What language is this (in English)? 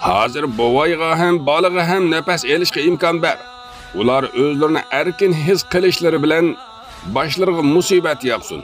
Uyghur